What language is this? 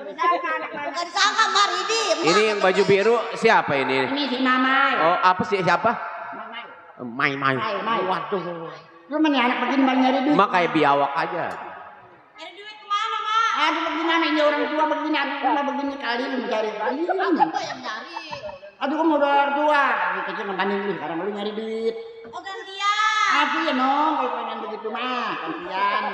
Betawi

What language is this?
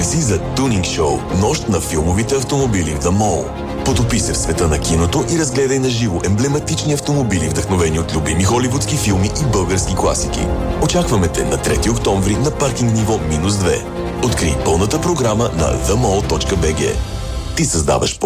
Bulgarian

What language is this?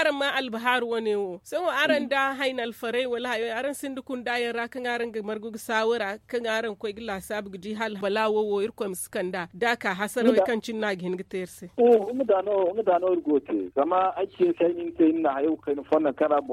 Zarma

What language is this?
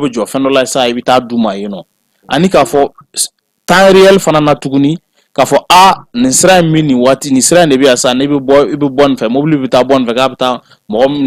Bambara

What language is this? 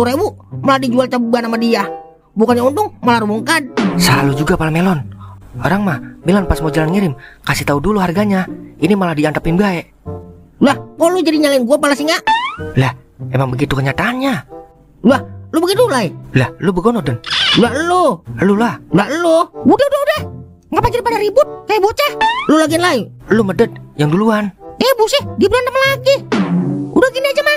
Betawi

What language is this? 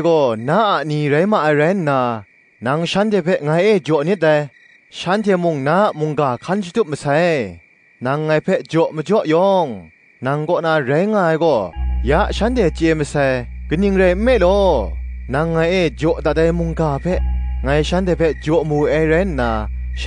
Kachin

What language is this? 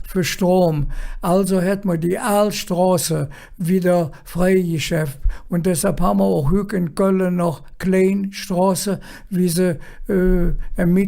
Colognian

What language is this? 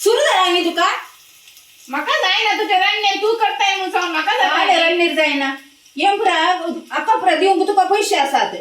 Konkani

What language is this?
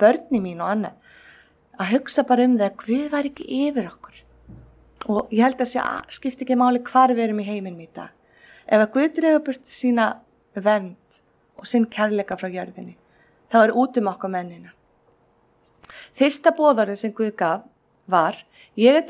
Icelandic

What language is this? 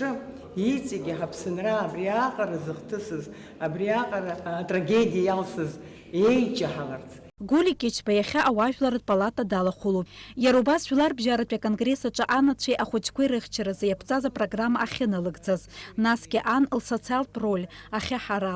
Abkhazian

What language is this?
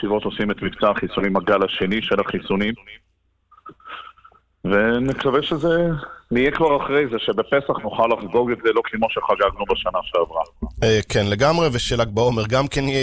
Hebrew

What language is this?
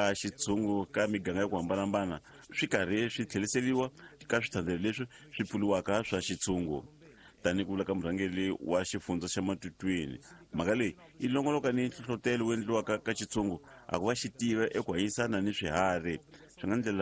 Tsonga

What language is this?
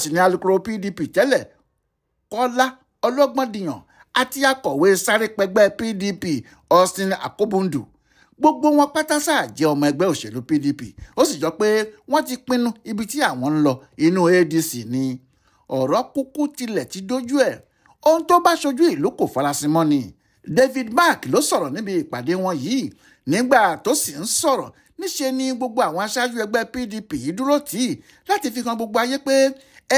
Yoruba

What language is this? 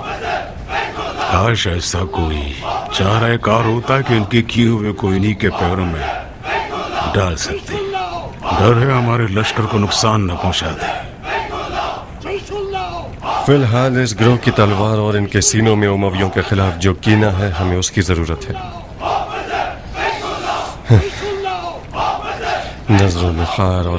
Urdu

